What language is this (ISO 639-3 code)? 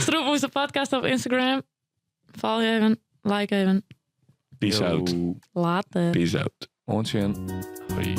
fry